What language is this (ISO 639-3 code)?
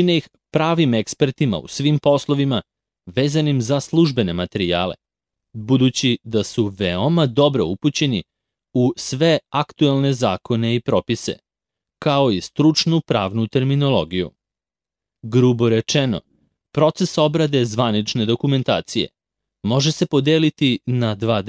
srp